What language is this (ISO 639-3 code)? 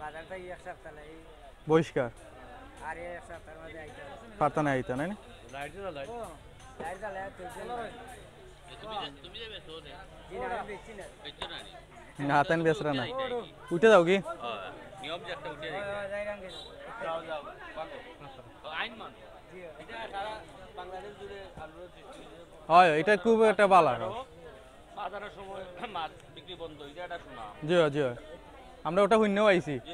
syl